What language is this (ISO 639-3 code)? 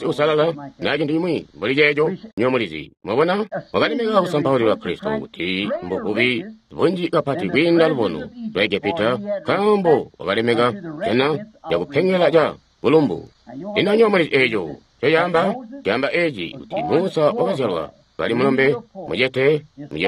toi